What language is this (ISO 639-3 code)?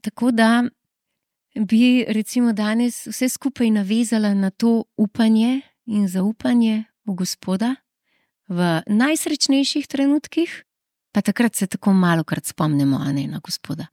slv